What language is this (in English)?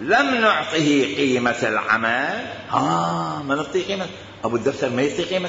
Mesopotamian Arabic